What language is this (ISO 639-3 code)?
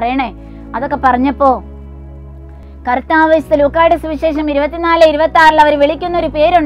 mal